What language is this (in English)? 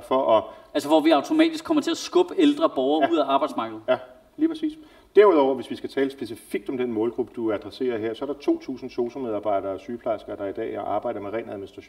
Danish